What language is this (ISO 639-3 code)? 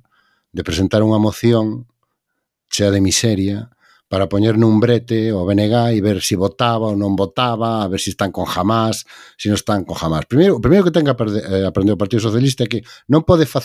glg